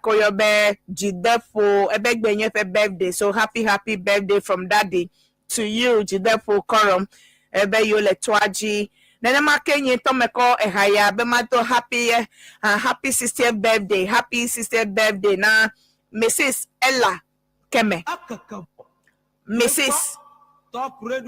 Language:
Ewe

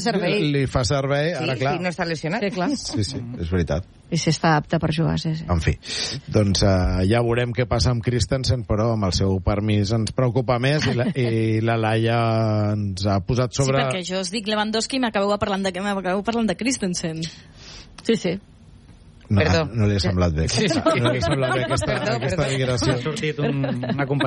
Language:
Catalan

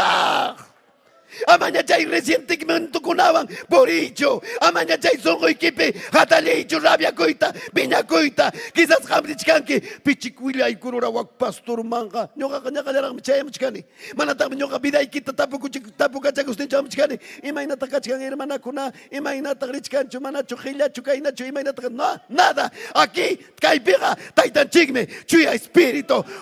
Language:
Ayacucho Quechua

